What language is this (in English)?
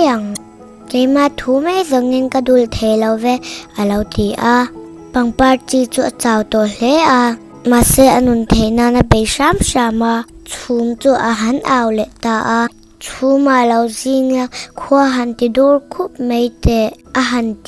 Mizo